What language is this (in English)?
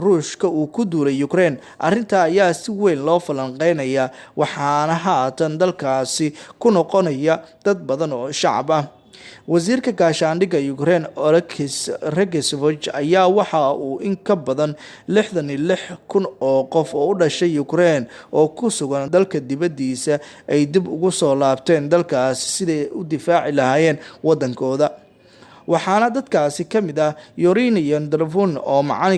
Somali